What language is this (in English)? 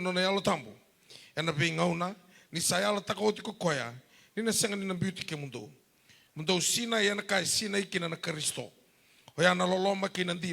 Fijian